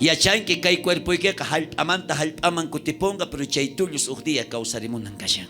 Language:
South Bolivian Quechua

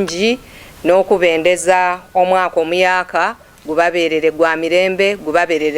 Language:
Soga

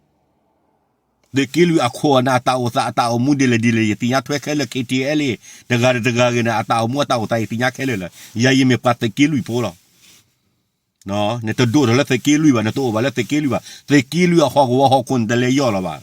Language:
S'gaw Karen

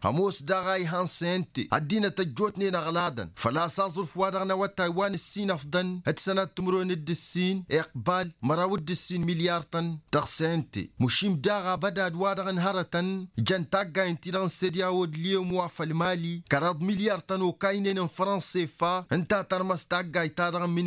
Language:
Tamasheq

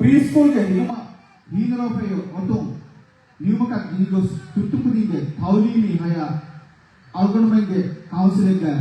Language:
Divehi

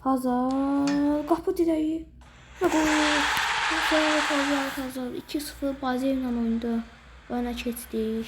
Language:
Azerbaijani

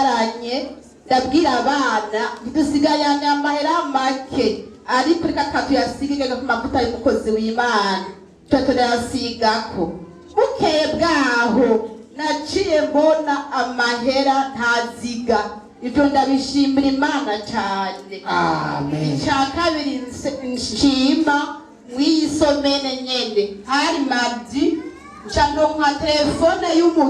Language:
Rundi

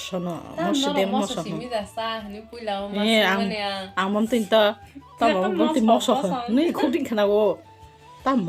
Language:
Kok Borok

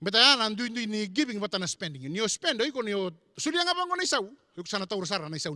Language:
Fijian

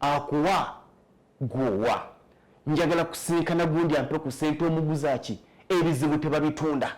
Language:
Ganda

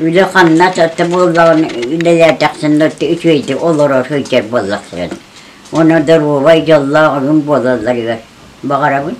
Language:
Yakut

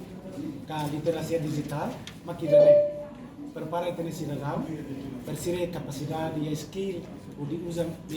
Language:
Tetum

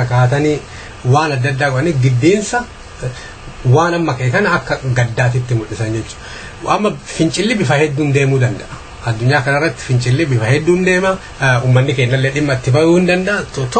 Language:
Oromo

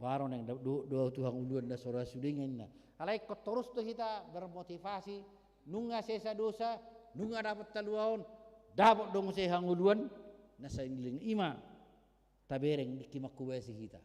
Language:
Batak Toba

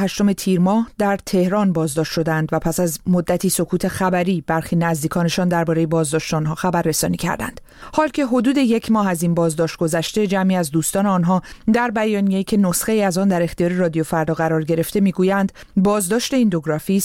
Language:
Persian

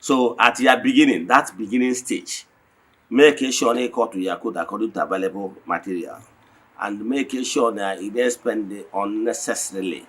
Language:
Igbo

